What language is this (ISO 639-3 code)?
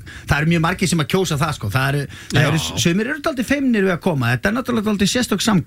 isl